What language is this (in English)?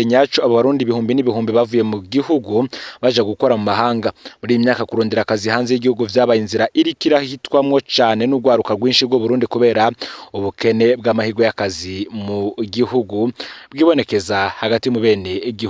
Rundi